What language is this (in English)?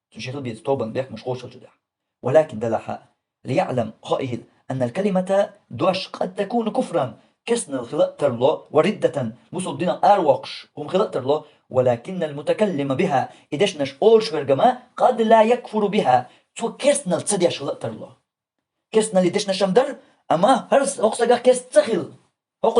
Chechen